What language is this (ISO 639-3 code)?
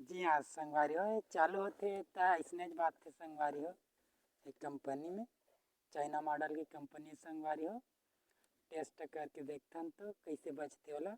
hne